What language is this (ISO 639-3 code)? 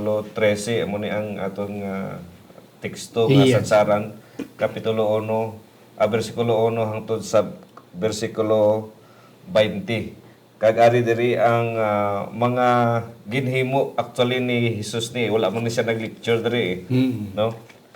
hil